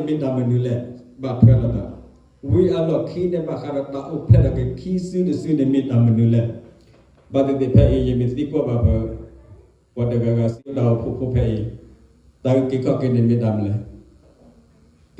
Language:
S'gaw Karen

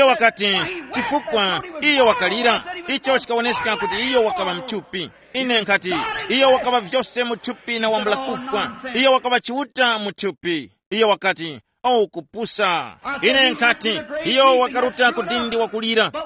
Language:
Tumbuka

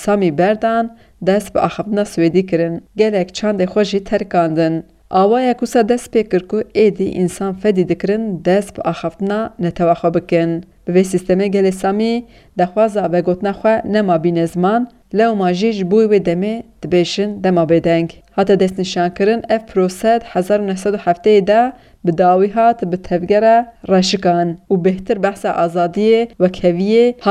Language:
Kurdish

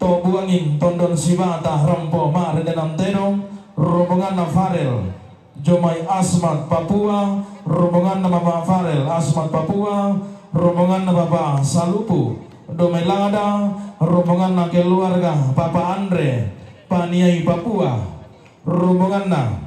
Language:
Toraja-Sa'dan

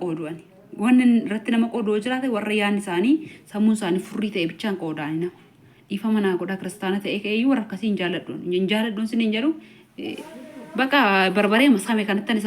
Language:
Oromo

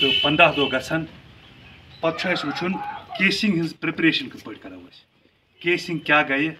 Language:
Kashmiri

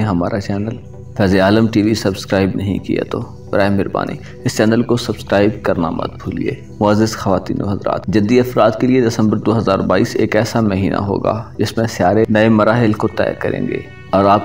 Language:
Urdu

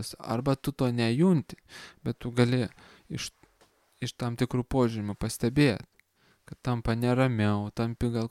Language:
Lithuanian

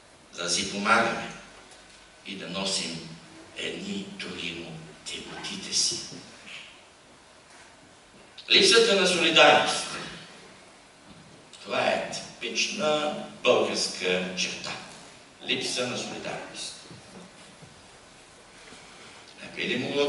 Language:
Bulgarian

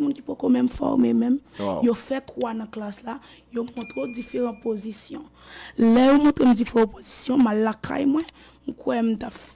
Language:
Haitian Creole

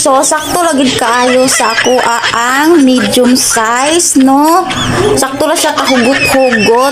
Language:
Cebuano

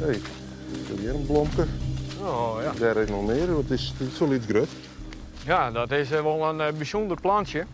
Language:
Western Frisian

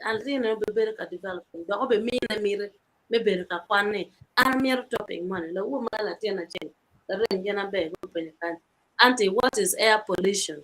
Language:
Acoli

